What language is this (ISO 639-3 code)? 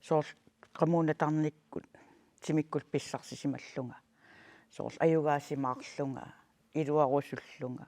kal